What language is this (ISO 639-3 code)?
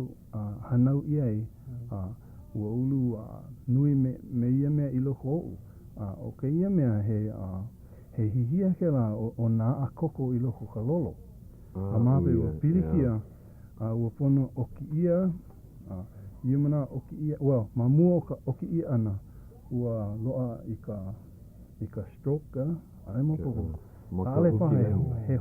haw